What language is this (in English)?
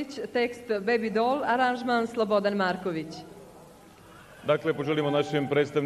Serbian